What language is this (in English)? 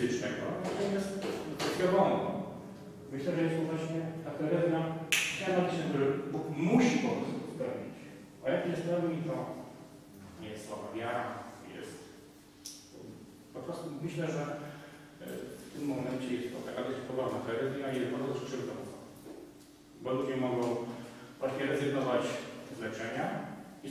Polish